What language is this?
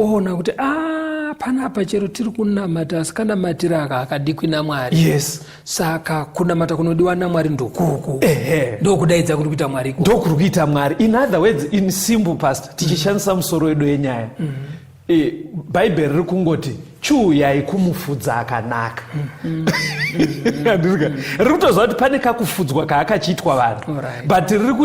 Shona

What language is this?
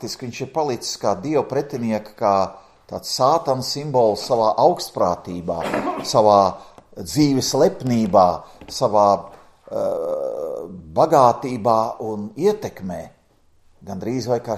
Latvian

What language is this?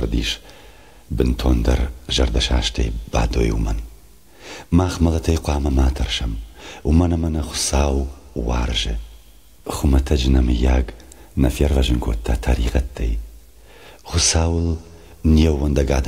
Ossetic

